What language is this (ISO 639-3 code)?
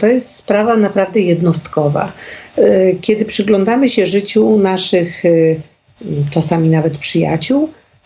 pol